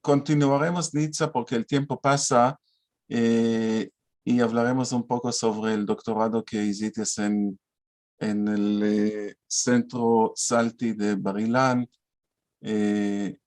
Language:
Ladino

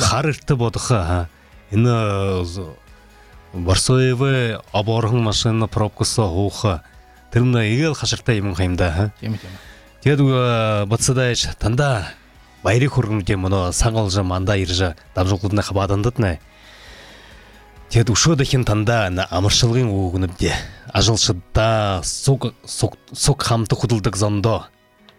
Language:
Buriat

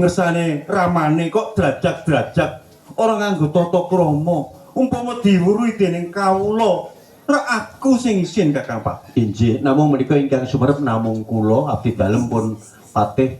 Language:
Javanese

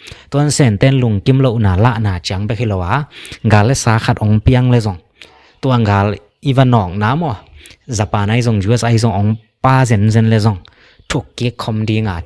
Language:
Tedim Chin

